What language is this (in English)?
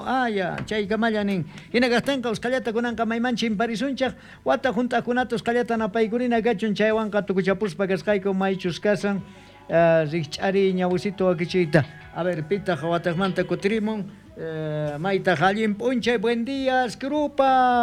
South Bolivian Quechua